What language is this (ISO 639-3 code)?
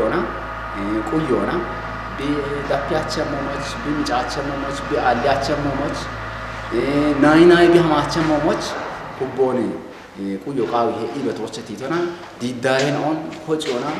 kbr